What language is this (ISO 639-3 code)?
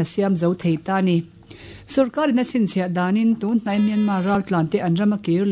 lus